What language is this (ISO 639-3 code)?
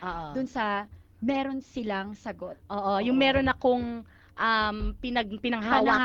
fil